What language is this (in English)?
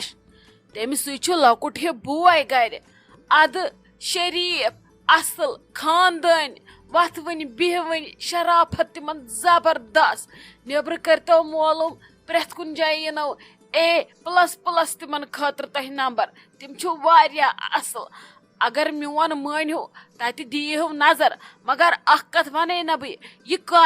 Kashmiri